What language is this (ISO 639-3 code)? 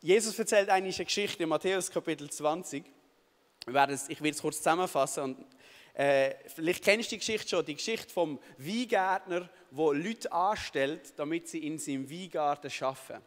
gsw